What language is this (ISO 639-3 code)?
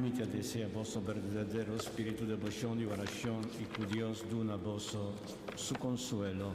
pap